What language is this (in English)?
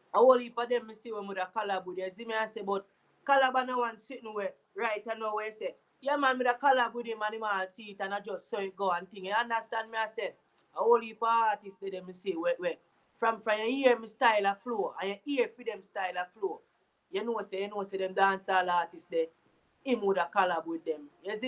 Jamaican Creole English